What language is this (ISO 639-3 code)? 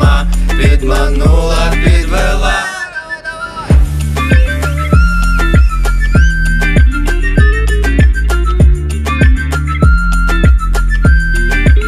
ukr